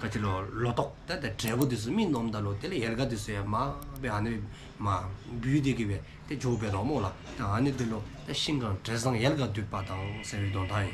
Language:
Dzongkha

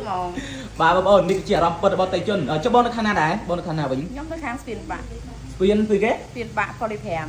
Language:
Khmer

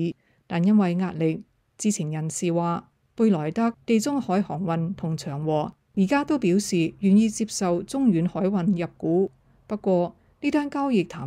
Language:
Cantonese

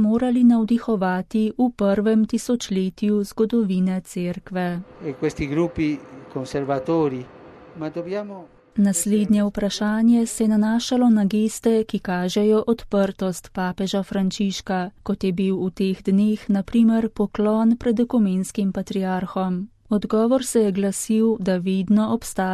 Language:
Slovenian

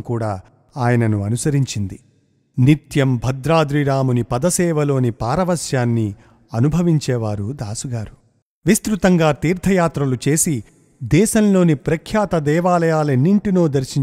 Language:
Telugu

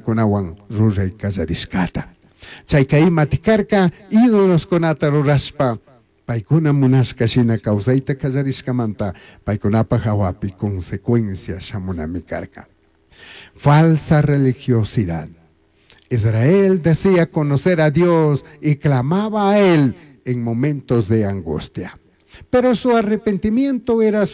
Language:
Chimborazo Highland Quichua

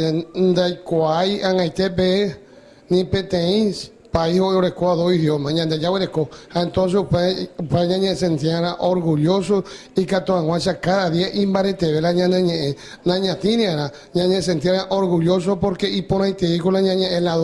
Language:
Guarani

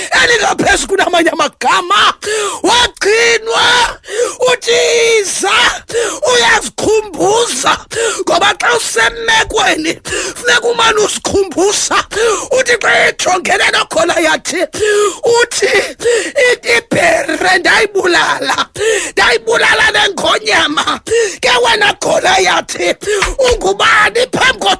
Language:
Xhosa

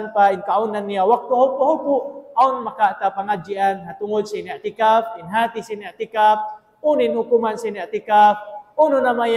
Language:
Tausug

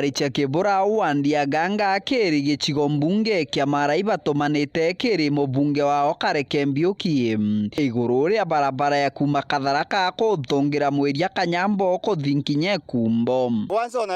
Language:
Meru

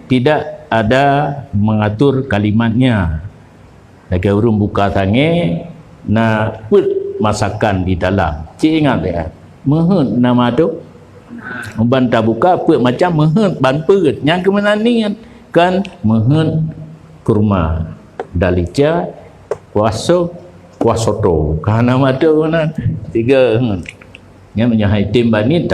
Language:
Achinese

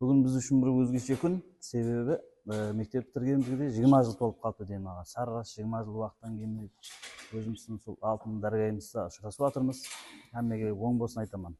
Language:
Kara-Kalpak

